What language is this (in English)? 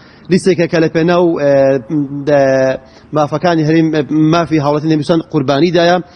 Central Kurdish